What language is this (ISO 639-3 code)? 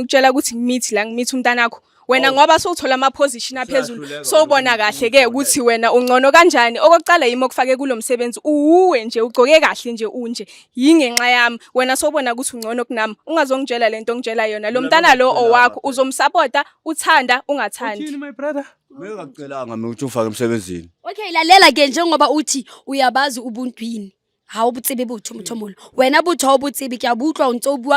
zul